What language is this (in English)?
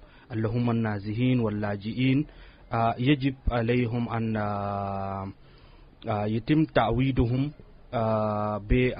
Sudanese Arabic